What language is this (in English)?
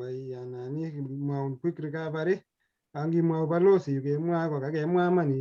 Kalenjin